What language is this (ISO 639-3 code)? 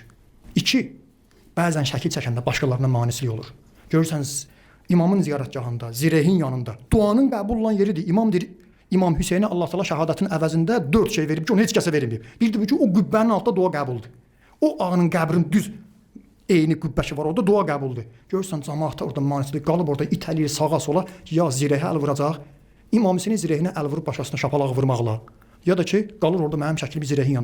aze